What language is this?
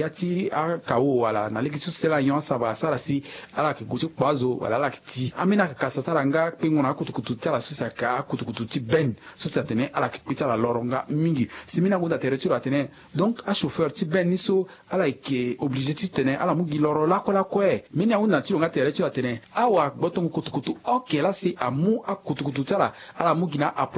Sango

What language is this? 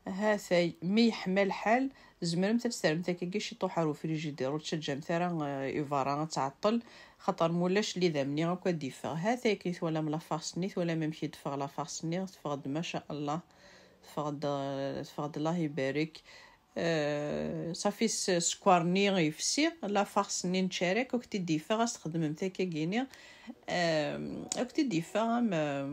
Kabyle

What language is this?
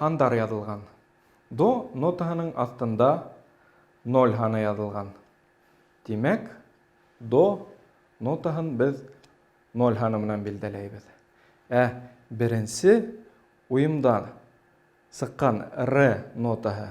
Bashkir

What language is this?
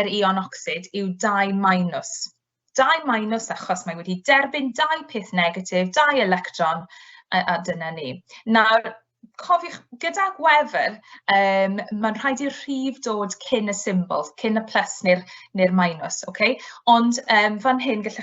Welsh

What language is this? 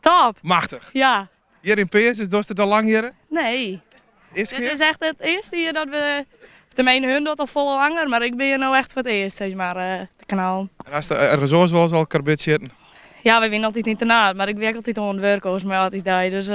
Western Frisian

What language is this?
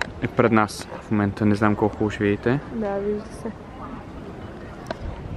Bulgarian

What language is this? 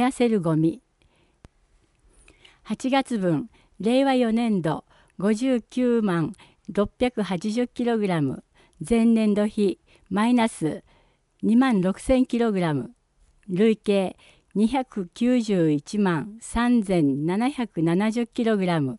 Japanese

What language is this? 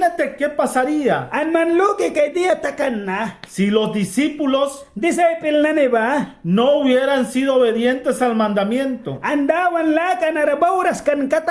Mískito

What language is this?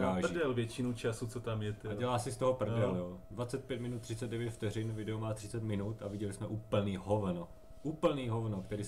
Czech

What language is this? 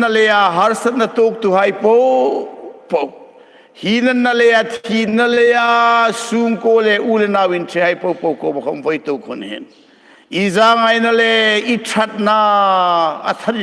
Hmar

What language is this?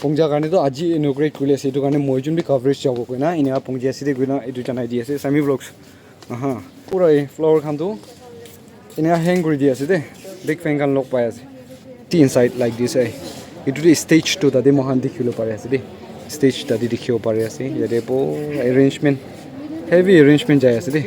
Naga Pidgin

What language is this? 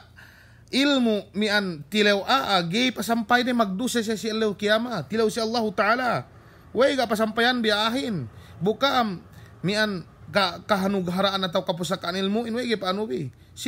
Yakan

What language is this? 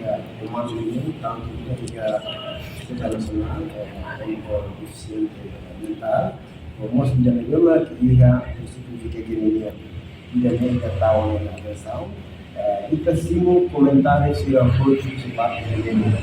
Tetum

